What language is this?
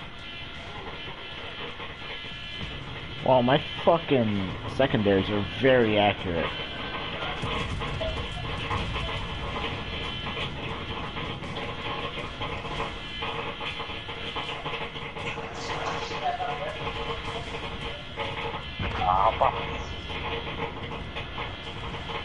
English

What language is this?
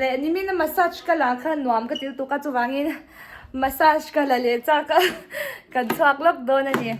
Mizo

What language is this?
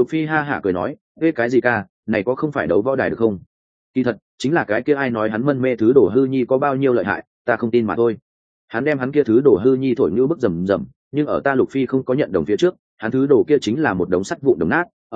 Vietnamese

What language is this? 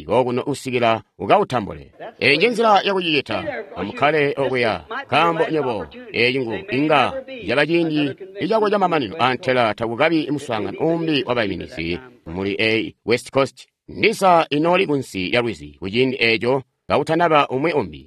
Tonga (Zambia)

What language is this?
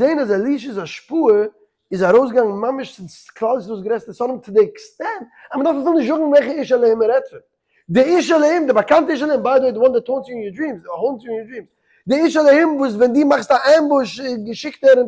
Yiddish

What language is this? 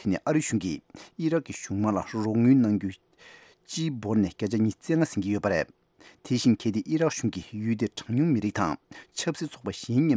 Tibetan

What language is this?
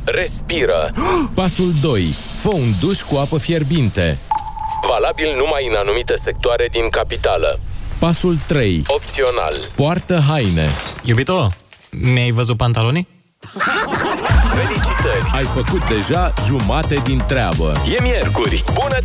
Romanian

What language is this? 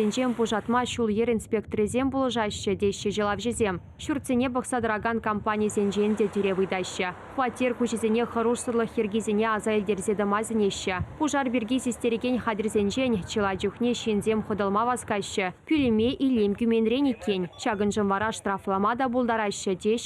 Chuvash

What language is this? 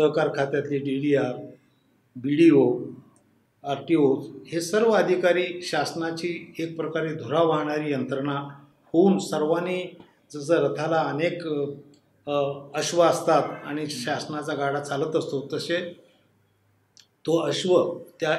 Marathi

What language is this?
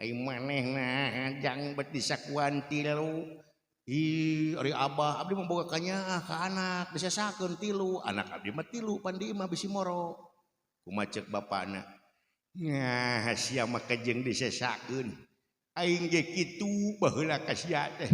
Sundanese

